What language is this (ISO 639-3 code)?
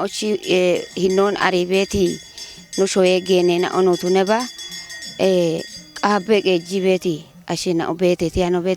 kbr